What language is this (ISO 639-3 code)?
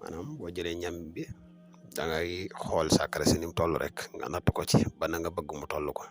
wol